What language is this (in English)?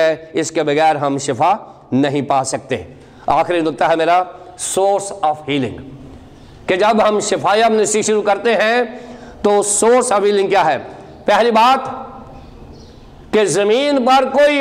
Urdu